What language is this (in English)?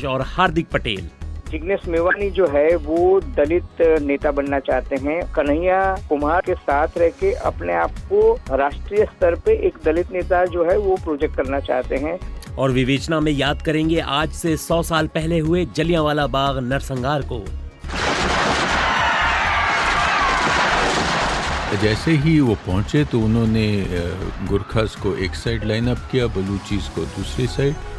Hindi